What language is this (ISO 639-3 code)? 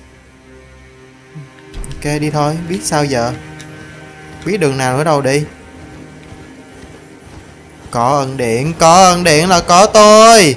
vie